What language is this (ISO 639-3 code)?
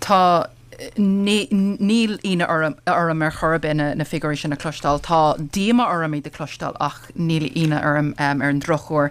gle